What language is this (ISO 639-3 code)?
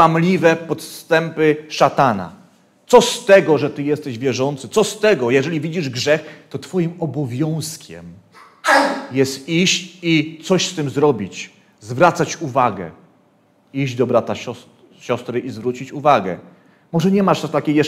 pol